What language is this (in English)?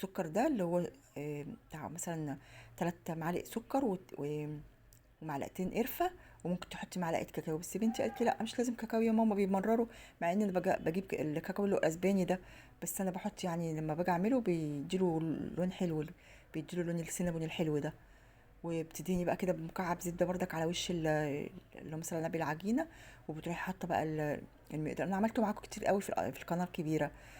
Egyptian Arabic